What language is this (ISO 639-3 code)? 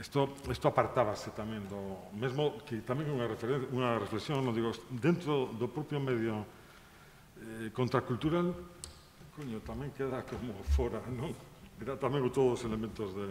glg